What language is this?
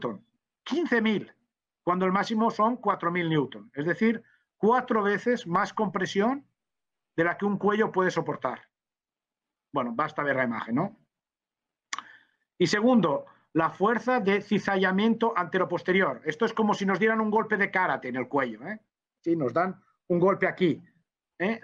Spanish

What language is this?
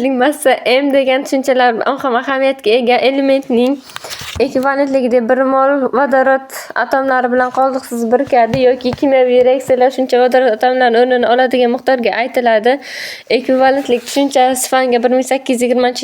Uzbek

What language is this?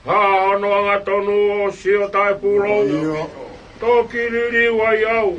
Tongan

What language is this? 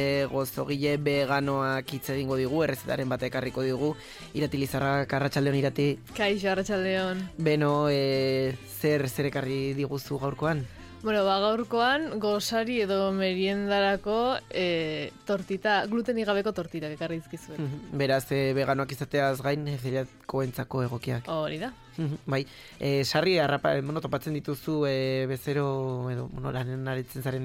Basque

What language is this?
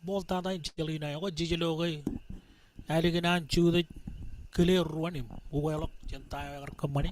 Marshallese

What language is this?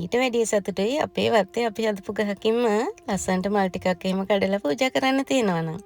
Sinhala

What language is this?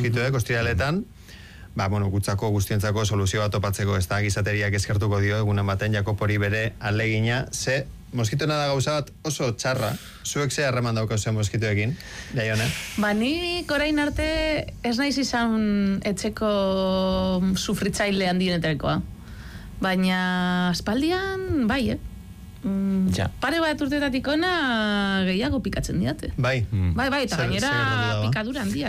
Basque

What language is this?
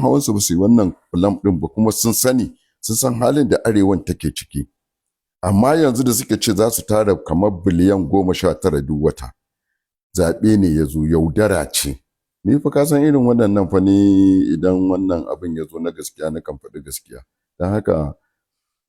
Hausa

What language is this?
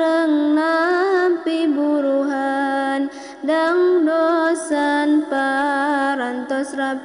Sundanese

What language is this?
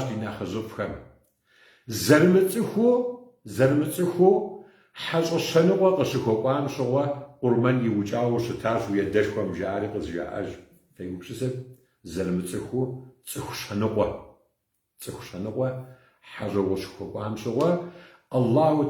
Kabardian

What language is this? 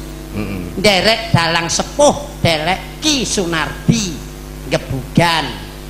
Javanese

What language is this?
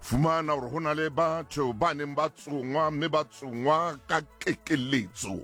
Southern Sotho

